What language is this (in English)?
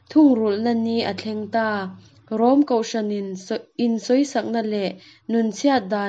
Mizo